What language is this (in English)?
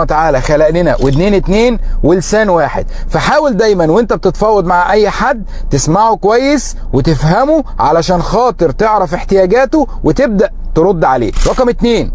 Egyptian Arabic